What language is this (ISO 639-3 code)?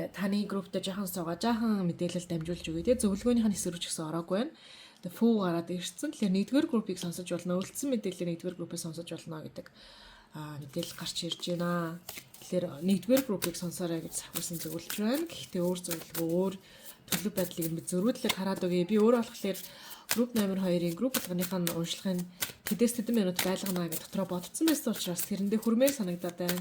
mon